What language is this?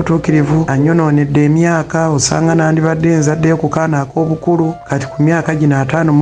Ganda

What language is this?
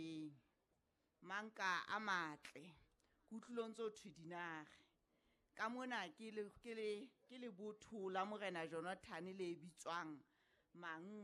Southern Sotho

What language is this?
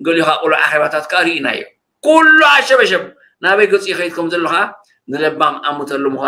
Tigrinya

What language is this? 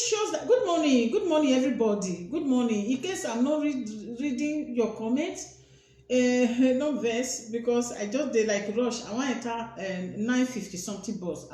Nigerian Pidgin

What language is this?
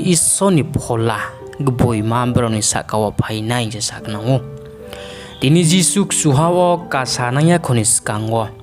Riang (India)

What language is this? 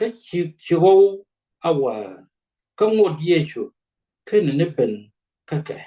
Nuer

